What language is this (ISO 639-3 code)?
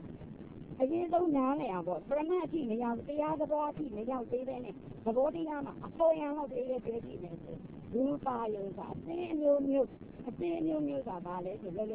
mya